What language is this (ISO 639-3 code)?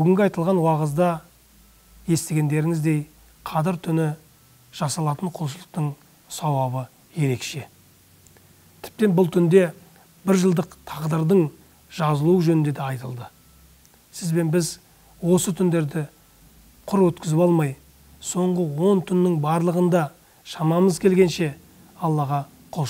kaz